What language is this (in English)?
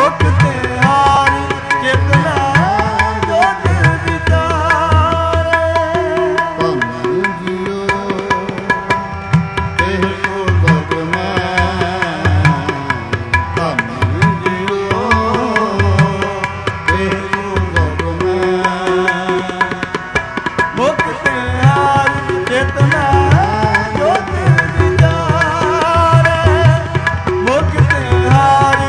Punjabi